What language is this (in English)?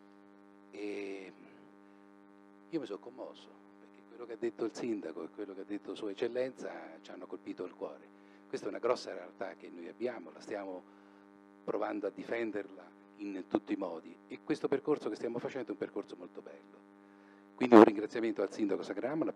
Italian